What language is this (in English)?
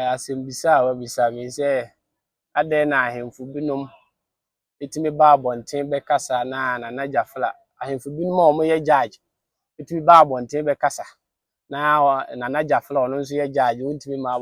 Akan